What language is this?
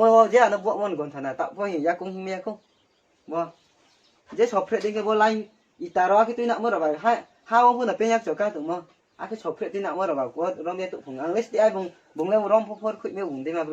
Riang (India)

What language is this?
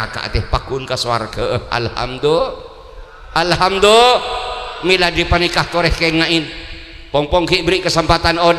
Madurese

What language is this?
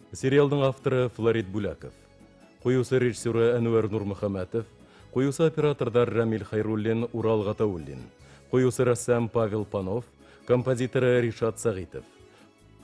Bashkir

